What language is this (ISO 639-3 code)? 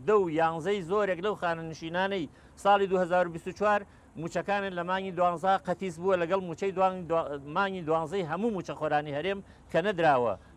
ckb